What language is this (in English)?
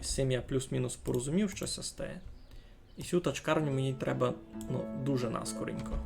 Rusyn